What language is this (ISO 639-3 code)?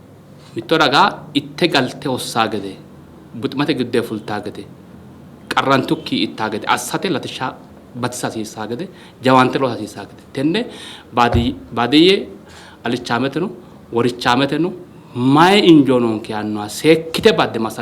sid